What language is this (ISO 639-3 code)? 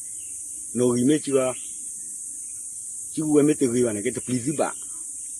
ksw